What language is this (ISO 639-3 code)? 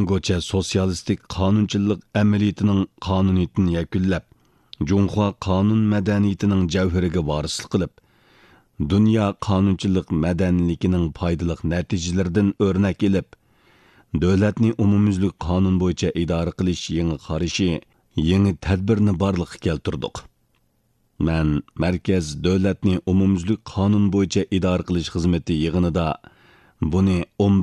uig